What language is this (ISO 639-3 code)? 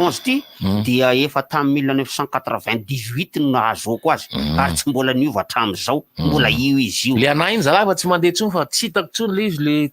mlg